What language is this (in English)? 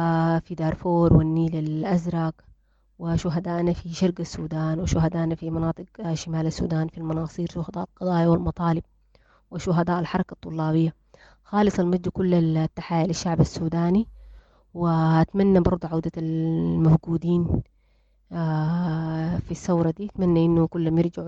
Sudanese Arabic